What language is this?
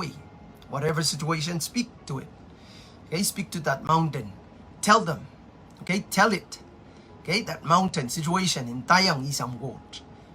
Pohnpeian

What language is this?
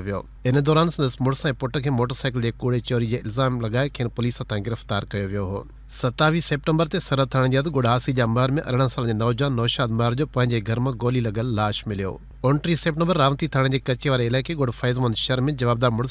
Sindhi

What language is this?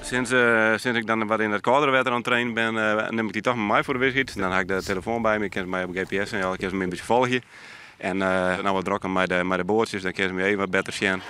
Western Frisian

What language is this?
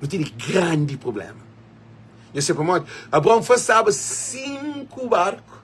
Kabuverdianu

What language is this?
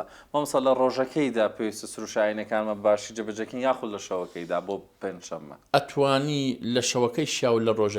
Central Kurdish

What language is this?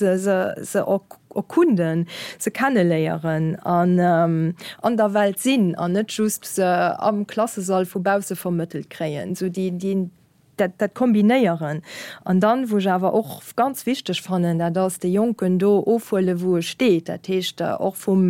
Luxembourgish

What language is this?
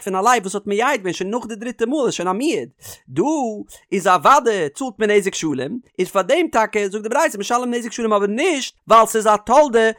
Yiddish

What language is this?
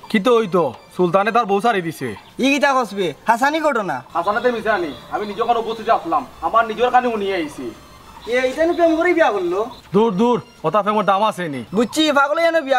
Sylheti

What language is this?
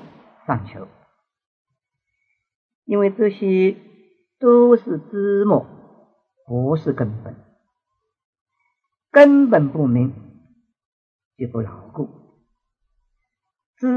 Chinese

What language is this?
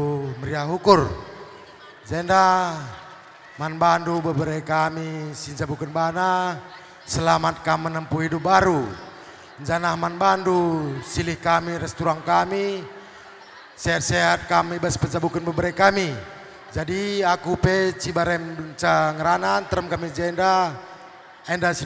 Batak Karo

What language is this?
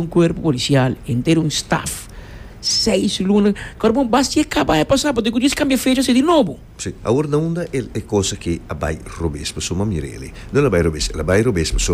Papiamento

